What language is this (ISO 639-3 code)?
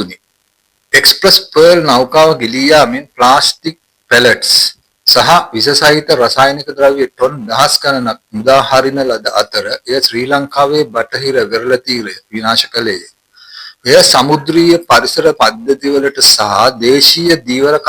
sin